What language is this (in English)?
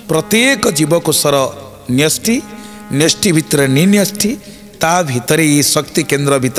Odia